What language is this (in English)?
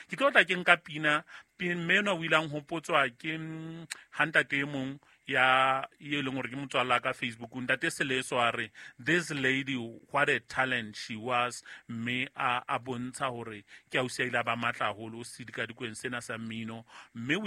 Southern Sotho